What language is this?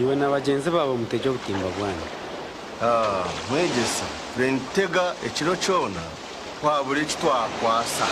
Nyankole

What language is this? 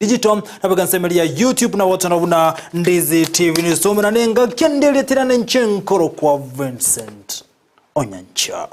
Gusii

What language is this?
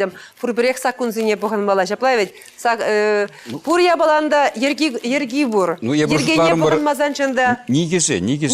Chuvash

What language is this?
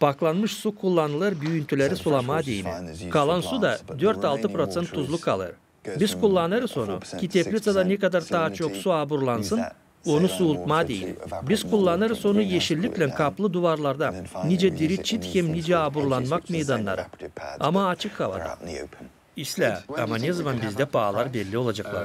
Gagauz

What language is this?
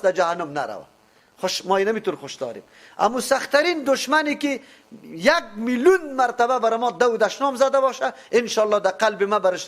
Persian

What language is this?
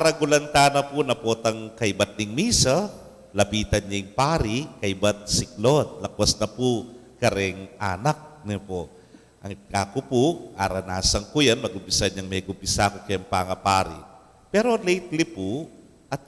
Pampanga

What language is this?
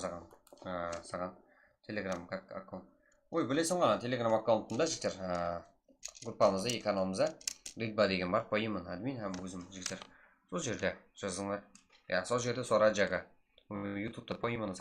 Kara-Kalpak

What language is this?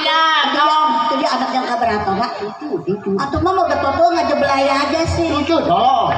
Betawi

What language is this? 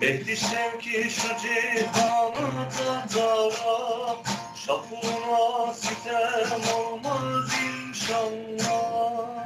Zaza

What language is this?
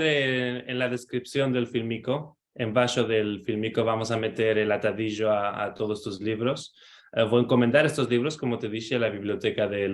Ladino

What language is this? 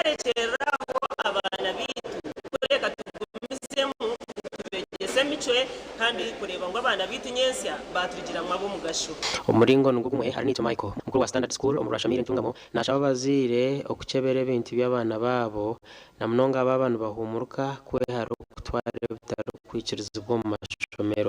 Nyankole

